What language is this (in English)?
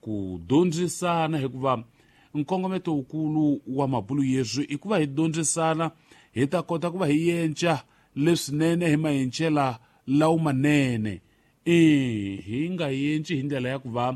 Tsonga